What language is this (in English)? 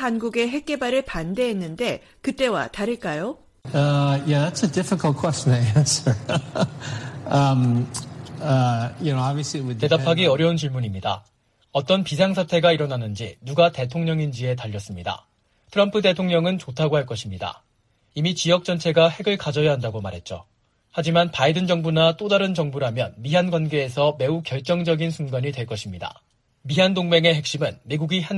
Korean